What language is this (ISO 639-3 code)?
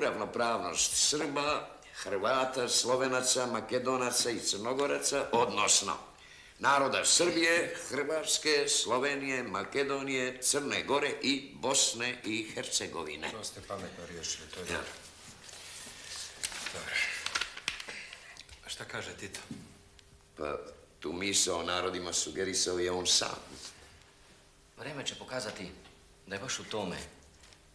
srp